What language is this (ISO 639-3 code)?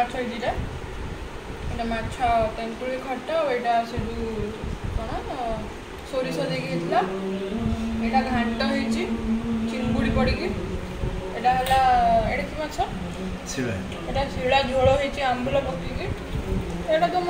ori